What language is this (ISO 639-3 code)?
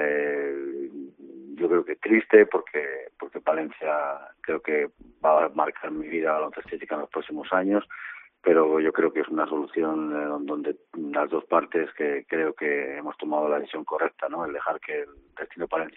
spa